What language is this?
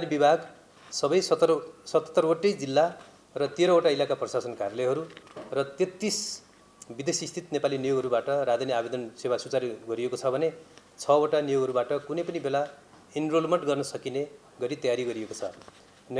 Nepali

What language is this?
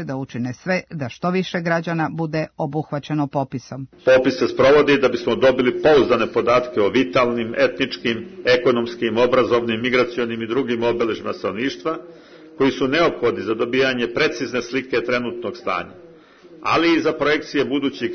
Serbian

